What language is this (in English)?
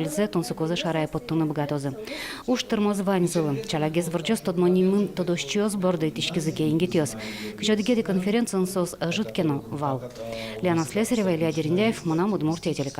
Udmurt